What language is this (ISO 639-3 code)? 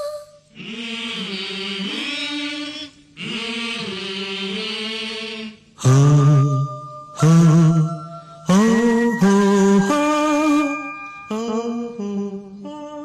kan